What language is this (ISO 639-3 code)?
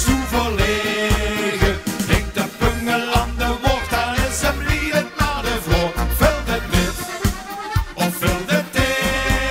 lim